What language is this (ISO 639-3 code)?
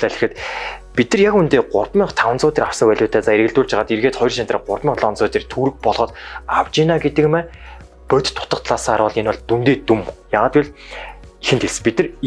mon